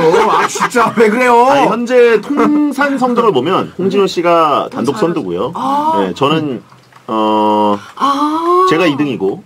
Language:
Korean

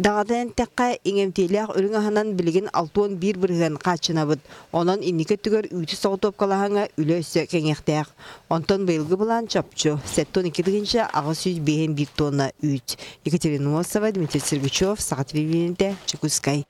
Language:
Yakut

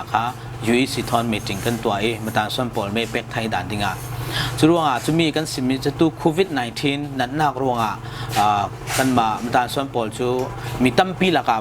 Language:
Falam Chin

